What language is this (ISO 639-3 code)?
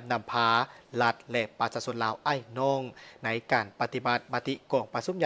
lao